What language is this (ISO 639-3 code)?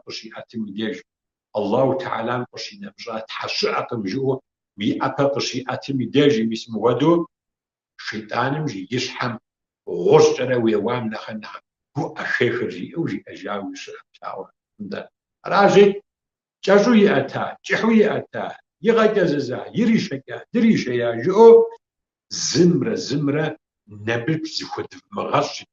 kbd